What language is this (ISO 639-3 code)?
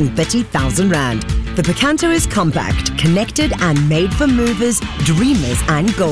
eng